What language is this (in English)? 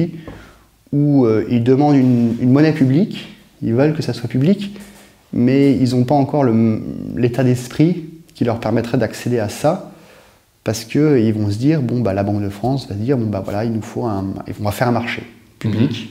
French